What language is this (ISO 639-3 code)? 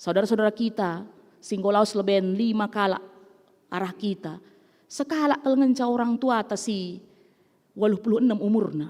btx